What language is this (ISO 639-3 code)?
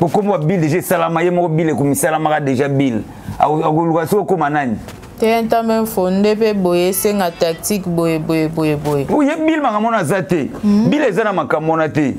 lin